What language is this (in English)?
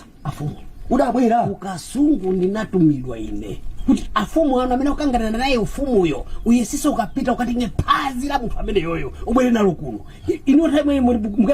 Nyanja